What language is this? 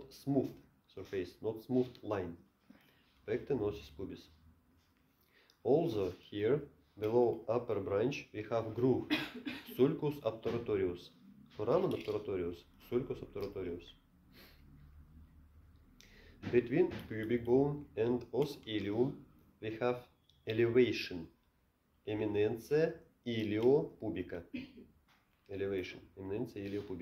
English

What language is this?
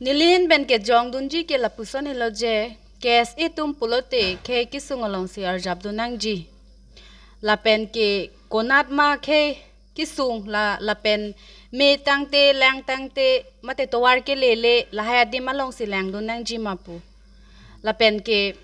Karbi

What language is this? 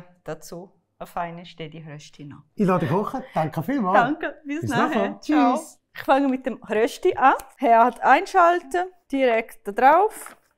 Swiss German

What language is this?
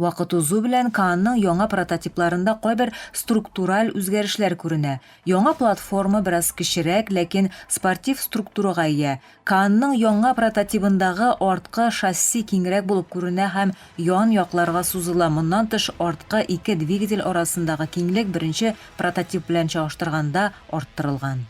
Tatar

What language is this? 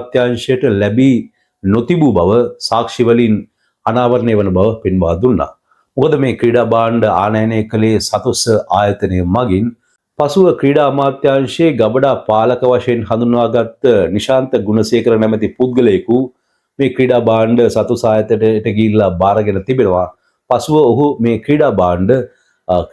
Sinhala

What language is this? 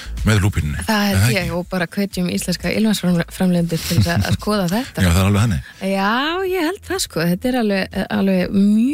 Icelandic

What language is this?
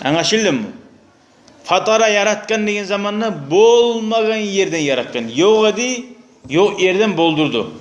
Kumyk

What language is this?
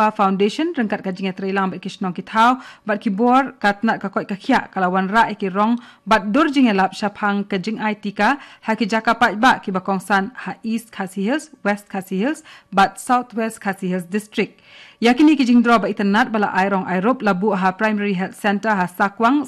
Khasi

